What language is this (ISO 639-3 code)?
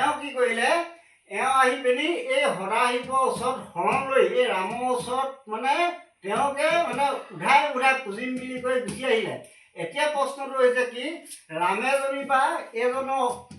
asm